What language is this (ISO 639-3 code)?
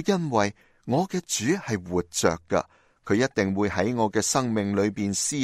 yue